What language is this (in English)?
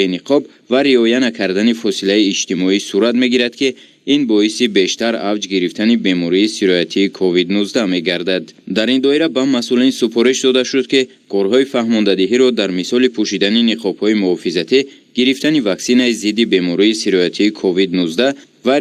Tajik